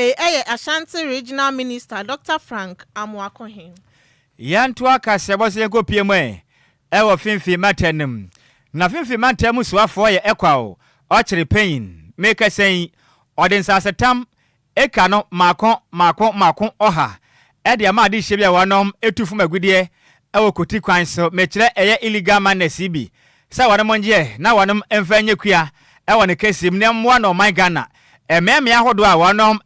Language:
Akan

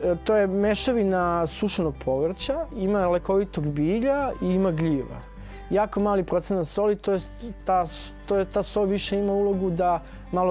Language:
Serbian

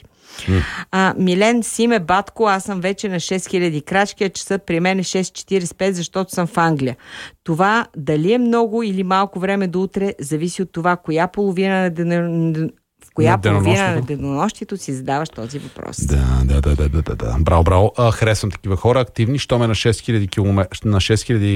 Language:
Bulgarian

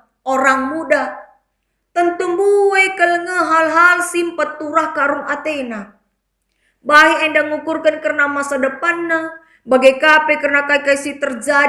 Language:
Batak Karo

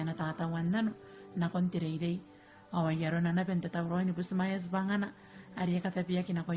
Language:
Gilbertese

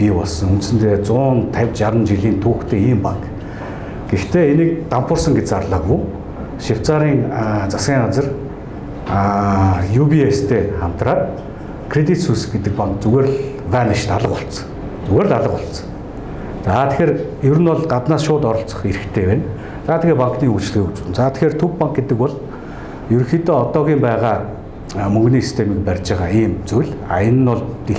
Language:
Mongolian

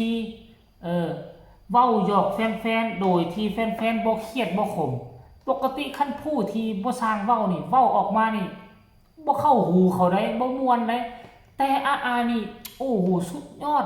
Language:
Northeastern Thai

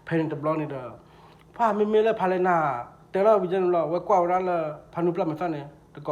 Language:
S'gaw Karen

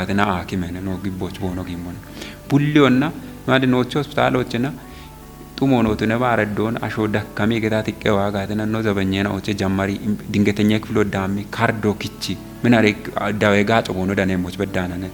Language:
Kafa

